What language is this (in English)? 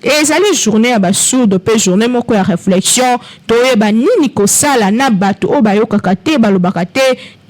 Lingala